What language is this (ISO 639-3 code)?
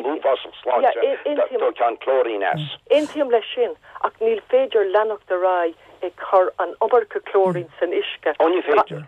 gle